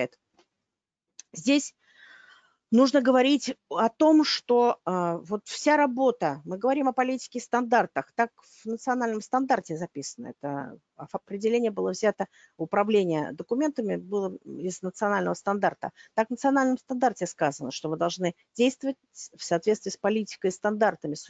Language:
Russian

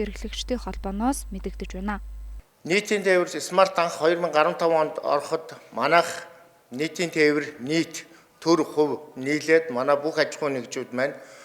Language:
Mongolian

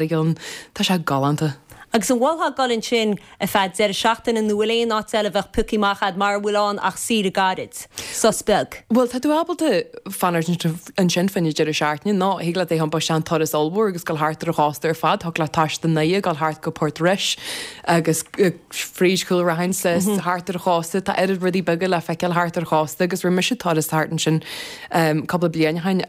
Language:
Irish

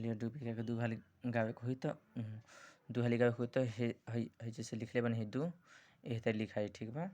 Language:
Bhojpuri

